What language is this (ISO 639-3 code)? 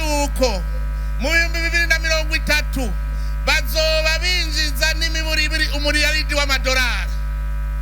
run